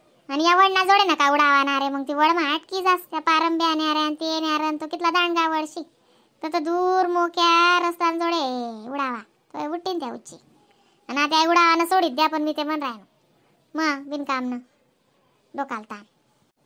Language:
Khandesi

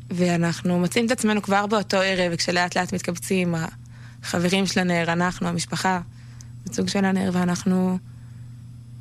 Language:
Hebrew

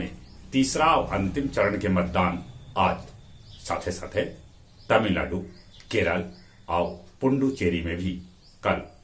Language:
Magahi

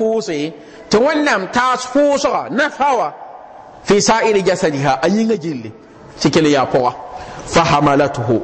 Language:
Mossi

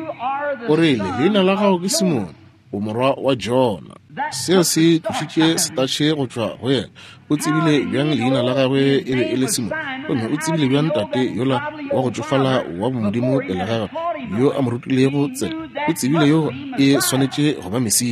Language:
Northern Sotho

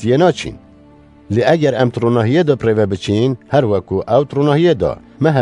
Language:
Kurdish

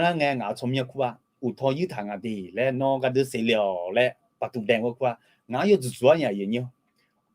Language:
Akha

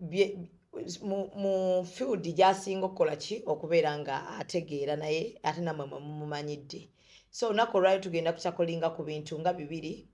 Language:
Ganda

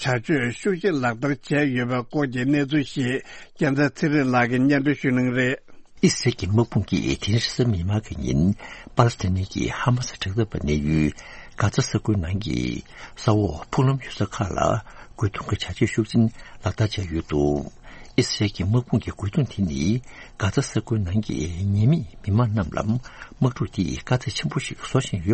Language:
Tibetan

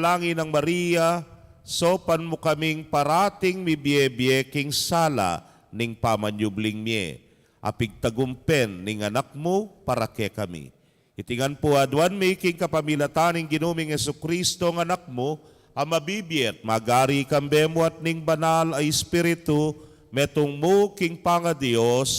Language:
Pampanga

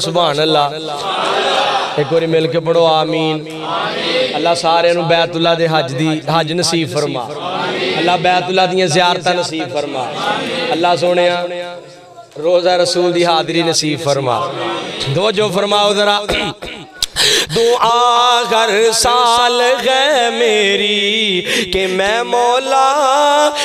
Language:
Western Panjabi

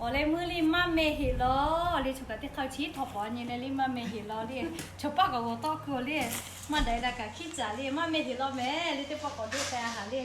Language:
Lahu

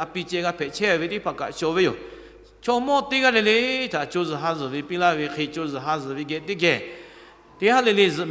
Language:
Lahu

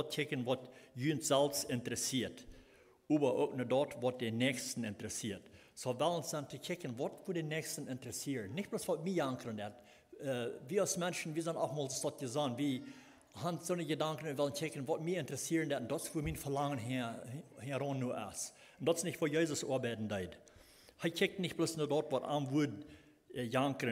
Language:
Plautdietsch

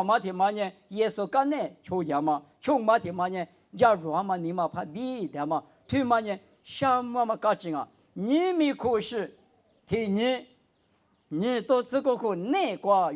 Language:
Lisu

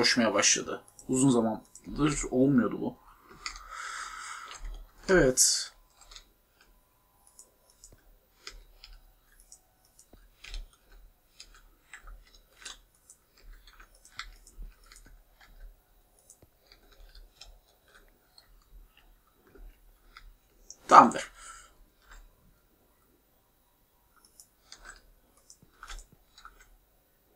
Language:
Turkish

